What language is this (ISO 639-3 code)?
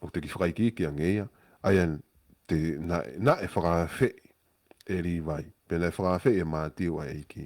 ton